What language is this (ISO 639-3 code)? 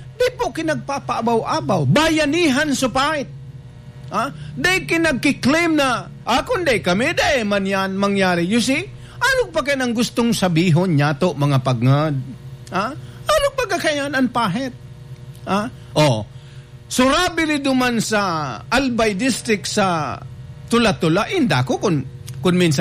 bik